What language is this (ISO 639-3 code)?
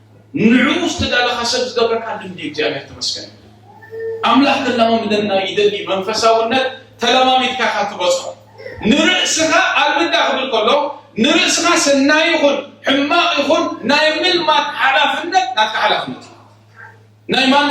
tir